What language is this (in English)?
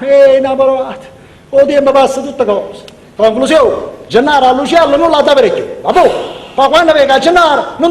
Neapolitan